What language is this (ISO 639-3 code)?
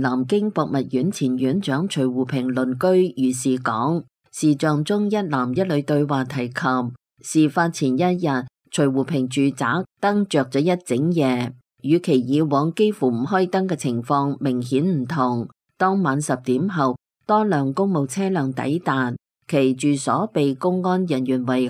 yue